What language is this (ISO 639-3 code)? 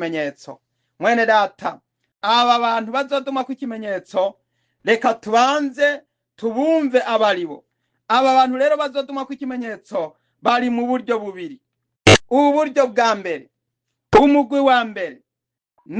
run